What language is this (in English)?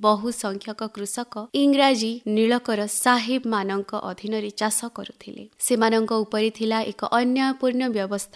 Odia